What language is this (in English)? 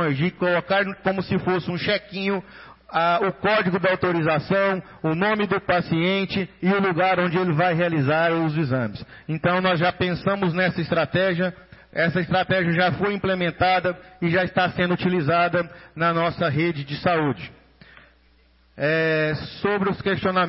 Portuguese